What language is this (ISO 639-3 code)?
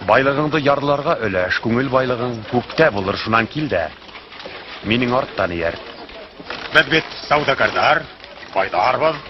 bak